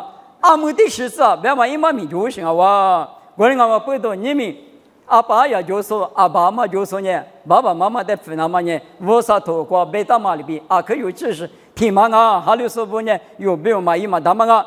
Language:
Lisu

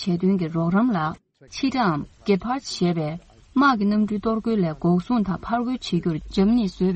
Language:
Tibetan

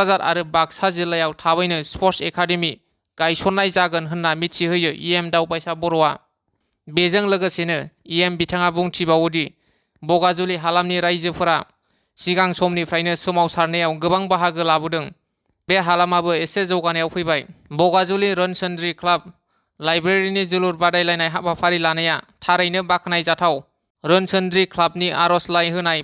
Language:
Bodo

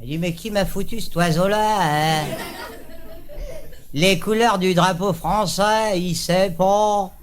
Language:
Réunion Creole French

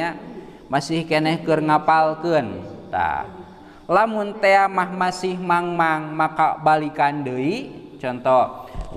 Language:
Sundanese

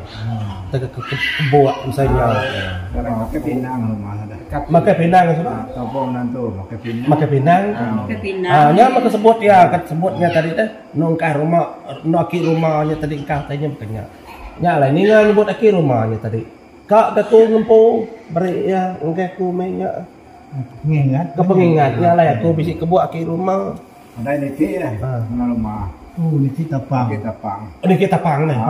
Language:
Iban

